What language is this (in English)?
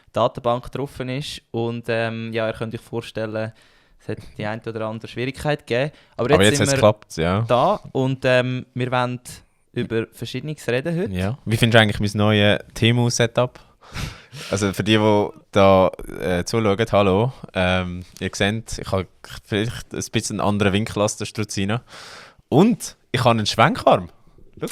Swiss German